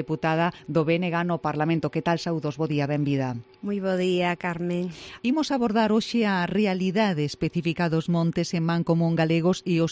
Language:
Galician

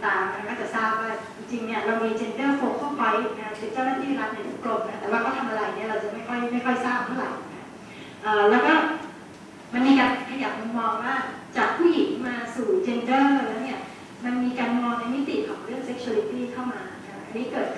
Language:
Thai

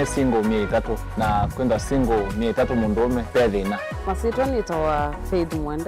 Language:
Kamba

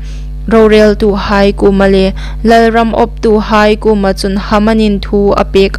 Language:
Hmar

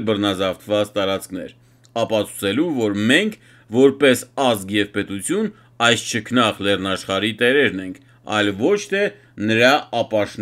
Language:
Armenian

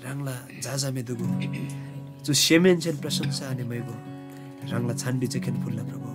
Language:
Eastern Tamang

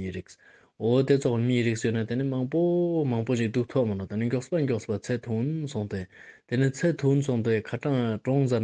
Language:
Ladakhi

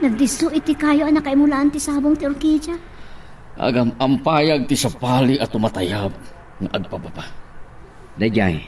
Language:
Iloko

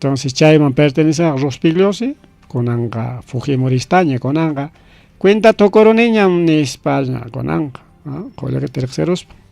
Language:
Ayacucho Quechua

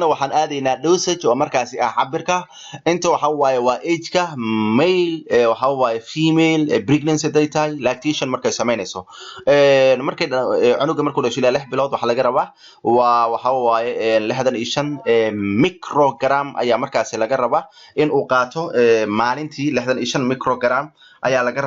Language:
Somali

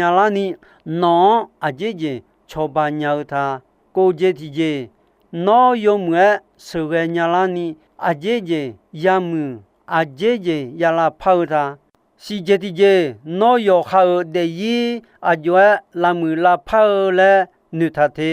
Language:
Akha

